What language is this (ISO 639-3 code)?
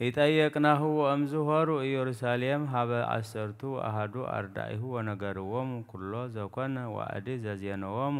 gez